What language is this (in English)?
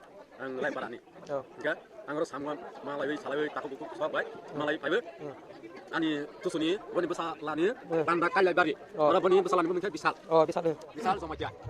Kok Borok